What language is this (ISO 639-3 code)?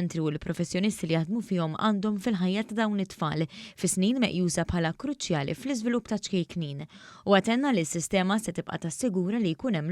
mlt